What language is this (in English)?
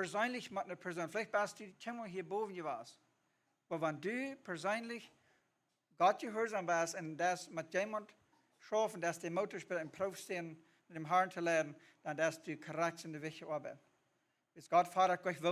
Plautdietsch